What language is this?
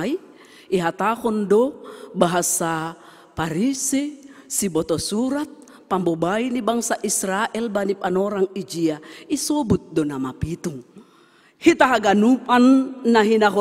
Batak Simalungun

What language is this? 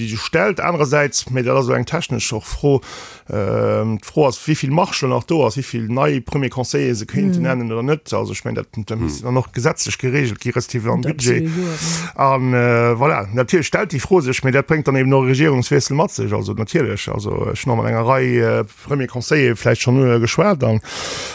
Luxembourgish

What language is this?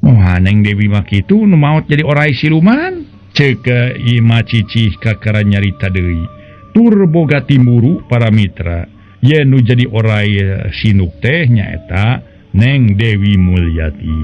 Sundanese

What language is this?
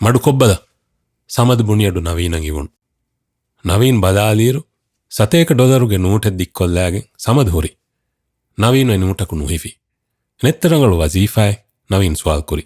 Divehi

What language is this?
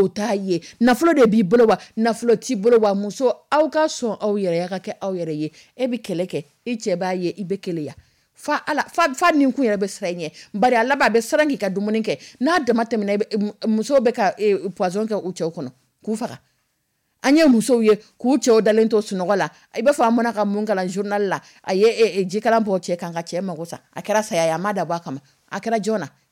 Dyula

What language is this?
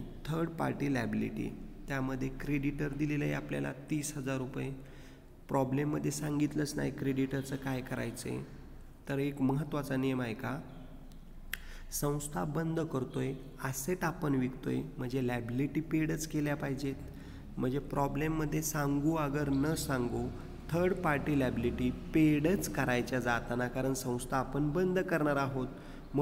Marathi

